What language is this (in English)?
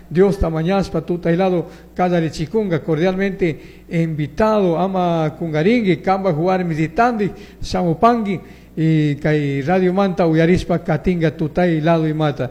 Chimborazo Highland Quichua